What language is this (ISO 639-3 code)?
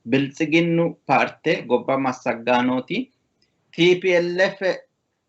sid